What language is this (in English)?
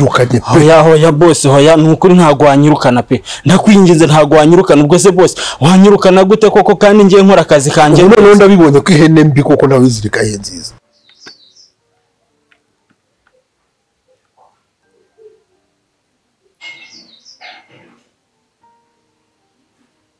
Kinyarwanda